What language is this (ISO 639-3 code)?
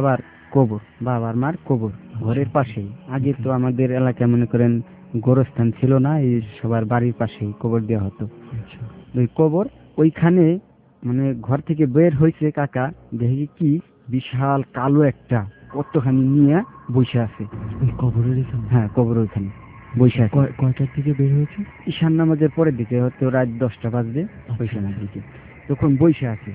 ben